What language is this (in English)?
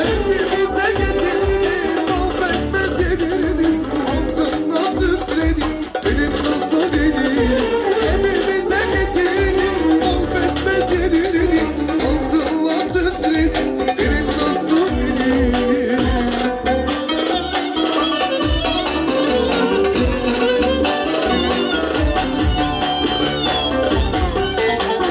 Turkish